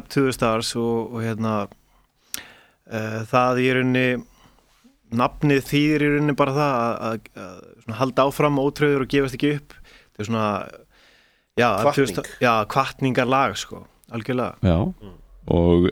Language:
Icelandic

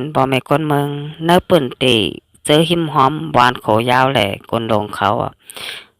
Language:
Shan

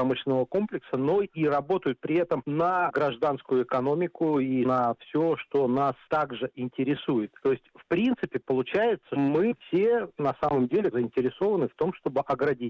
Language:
Russian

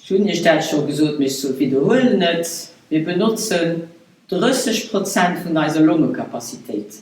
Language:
Luxembourgish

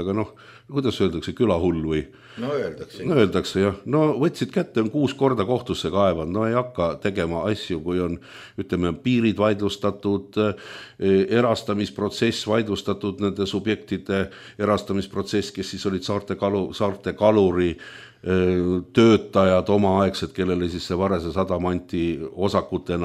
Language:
Estonian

